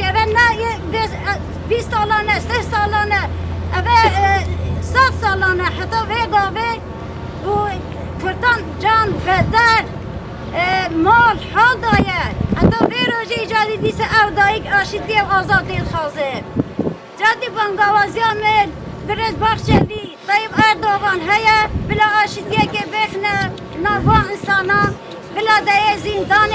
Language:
Kurdish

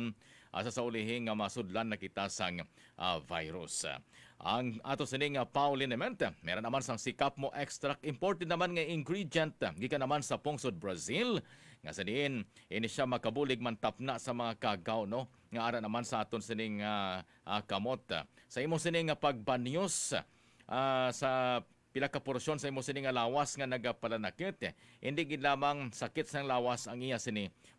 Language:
Hiligaynon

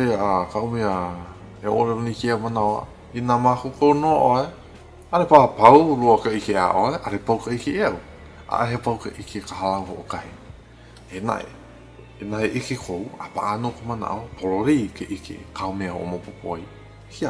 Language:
Hawaiian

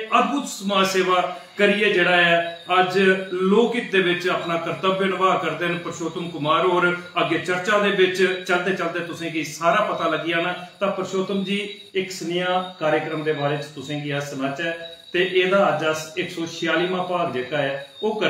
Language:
Dogri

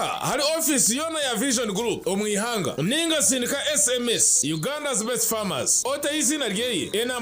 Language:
Nyankole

